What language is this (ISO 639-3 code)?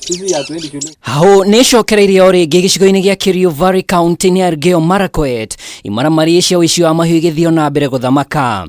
kik